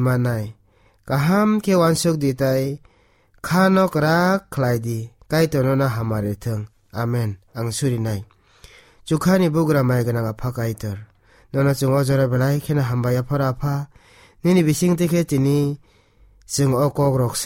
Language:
Kok Borok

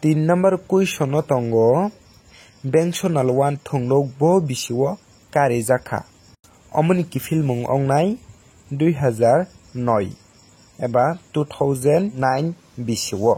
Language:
Kok Borok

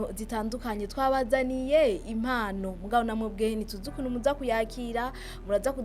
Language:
Rundi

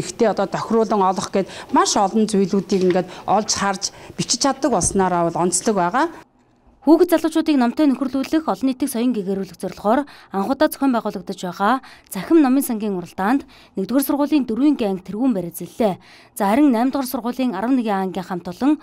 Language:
Mongolian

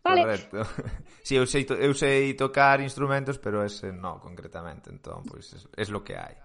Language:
Galician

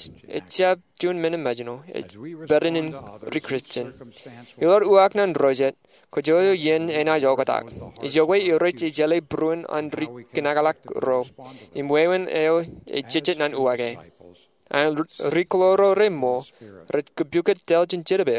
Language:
Marshallese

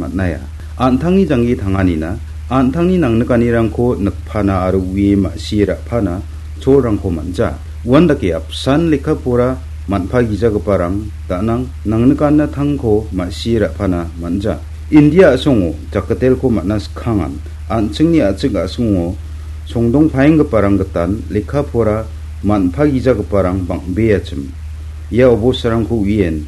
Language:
Garo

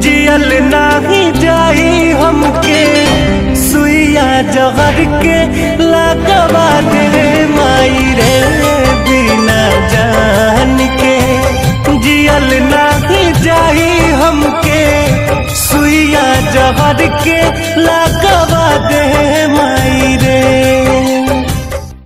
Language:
Bhojpuri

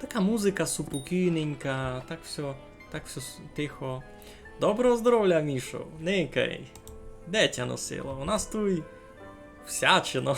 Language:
Rusyn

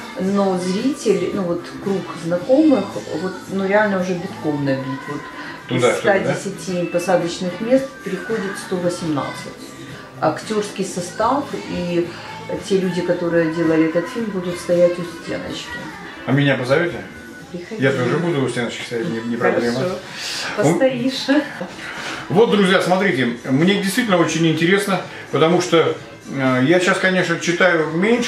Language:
Russian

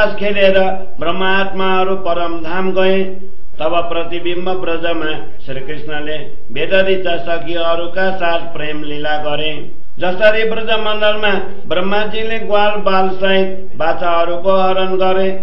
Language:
Nepali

